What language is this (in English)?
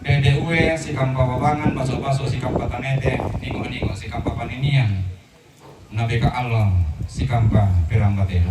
Toraja-Sa'dan